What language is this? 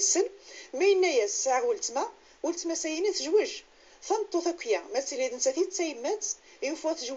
Kabyle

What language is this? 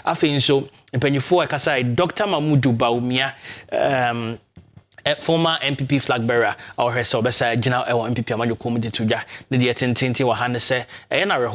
Akan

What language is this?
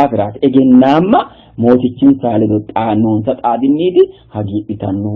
Sidamo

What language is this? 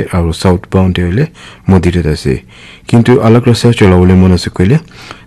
Naga Pidgin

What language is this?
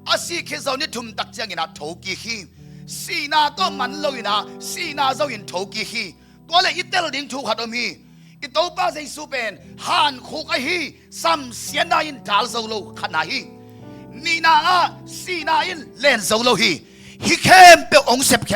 Tedim Chin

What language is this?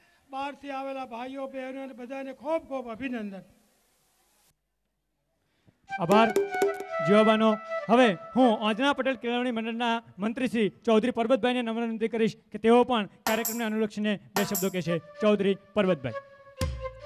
Gujarati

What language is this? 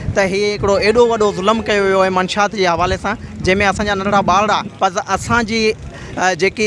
Sindhi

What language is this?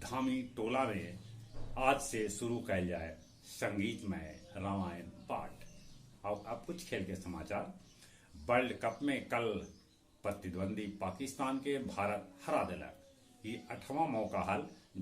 Magahi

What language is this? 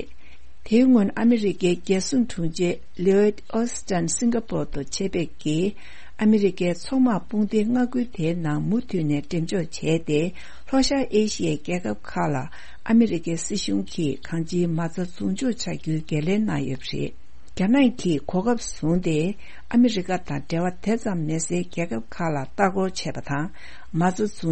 Tibetan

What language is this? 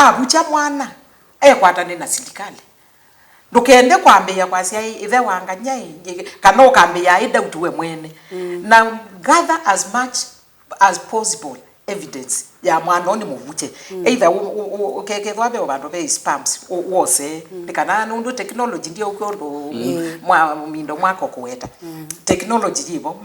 Kamba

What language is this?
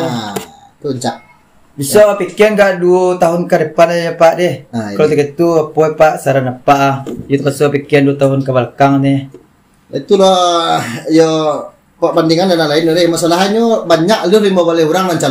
Minangkabau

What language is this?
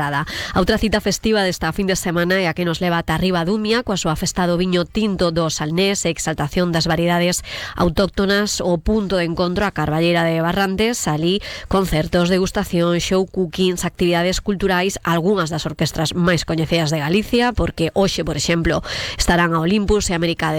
Galician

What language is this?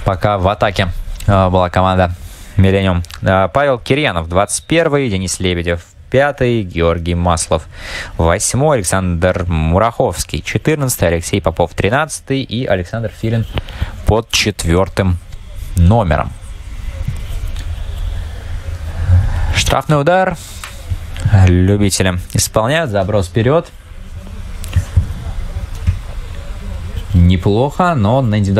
Russian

